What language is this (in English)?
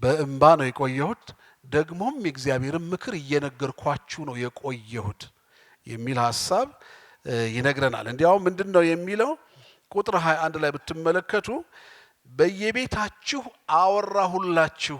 Amharic